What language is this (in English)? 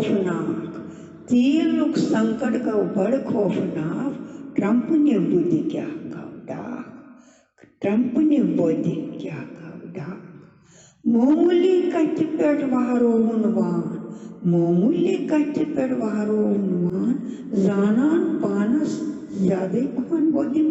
Kashmiri